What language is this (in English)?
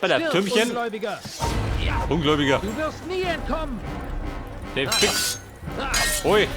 Bavarian